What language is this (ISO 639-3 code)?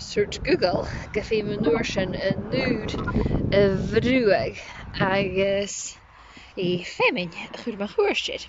gla